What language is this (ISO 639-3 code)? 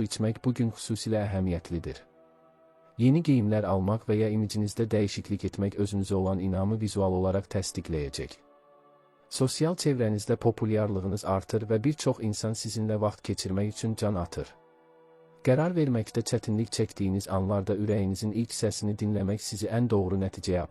aze